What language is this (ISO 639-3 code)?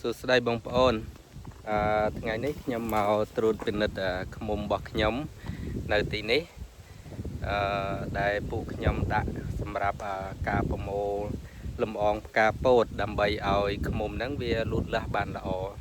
khm